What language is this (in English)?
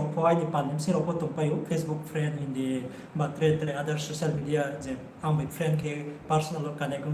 Riang (India)